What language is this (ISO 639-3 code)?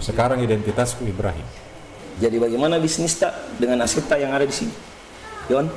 mfp